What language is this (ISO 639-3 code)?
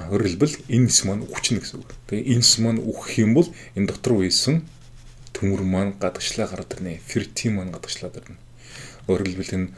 mon